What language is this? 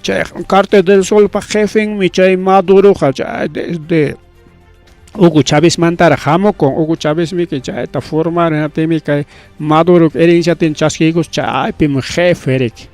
Ayacucho Quechua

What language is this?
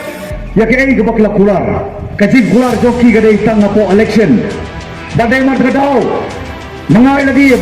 Khasi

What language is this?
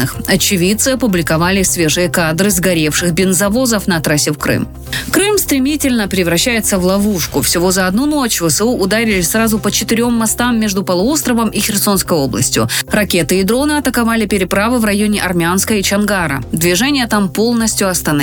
Russian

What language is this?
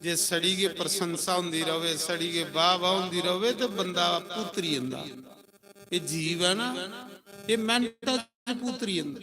Dogri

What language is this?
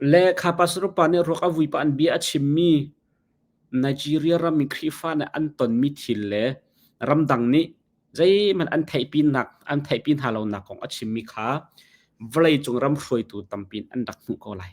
Hakha Chin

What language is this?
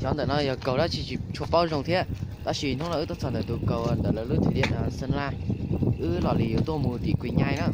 Hmong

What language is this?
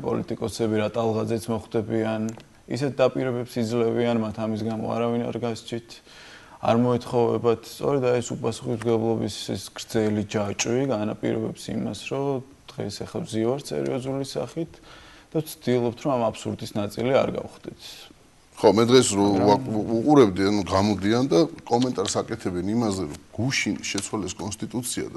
Georgian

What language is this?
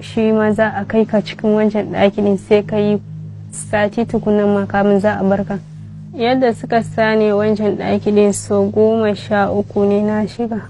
Hausa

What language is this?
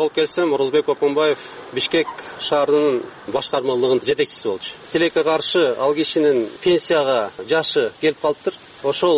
Kyrgyz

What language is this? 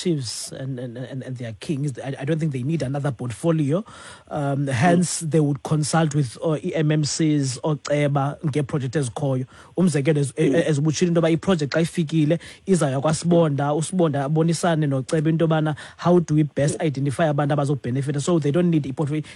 Xhosa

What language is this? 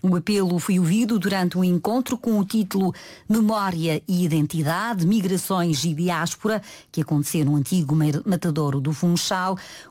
Portuguese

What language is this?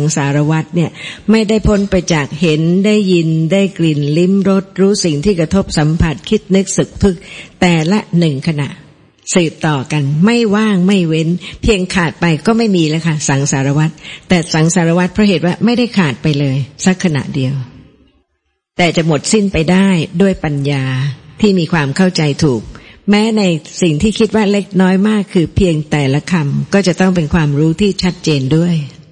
Thai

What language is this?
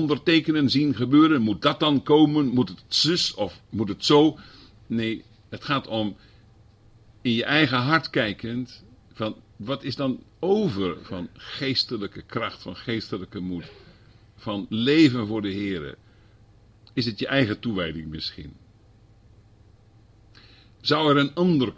Dutch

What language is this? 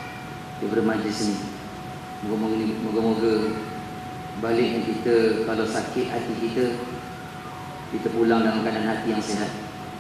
Malay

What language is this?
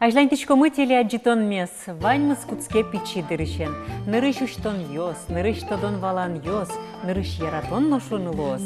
Udmurt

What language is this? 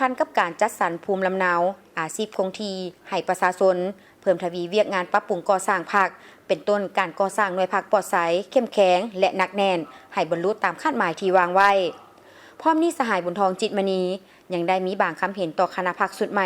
Lao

